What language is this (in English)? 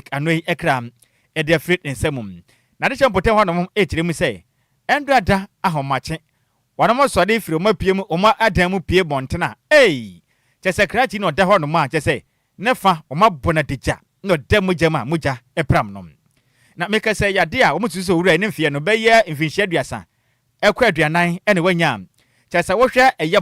Akan